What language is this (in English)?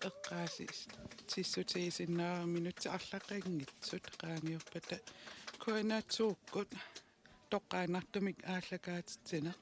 Kalaallisut